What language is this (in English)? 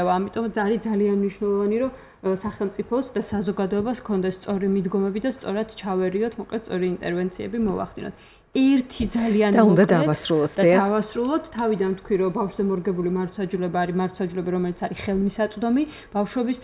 Georgian